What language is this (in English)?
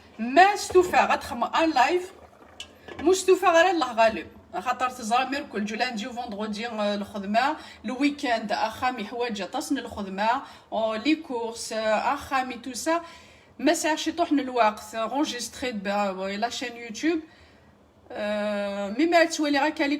Kabyle